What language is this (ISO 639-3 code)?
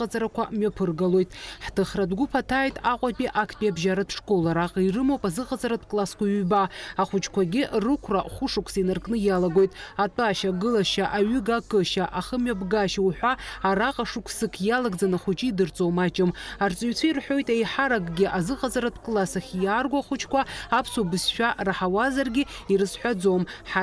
abk